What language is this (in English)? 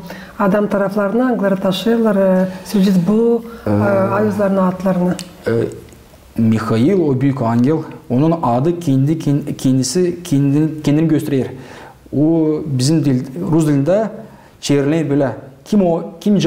Gagauz